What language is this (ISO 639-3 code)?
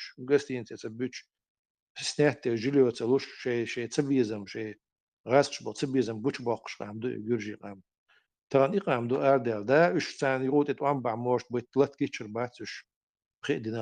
che